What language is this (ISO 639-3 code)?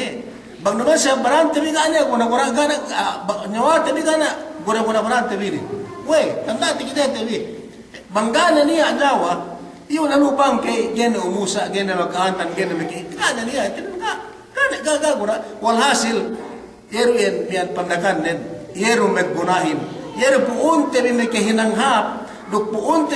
yka